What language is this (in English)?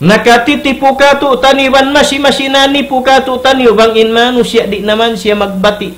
Tausug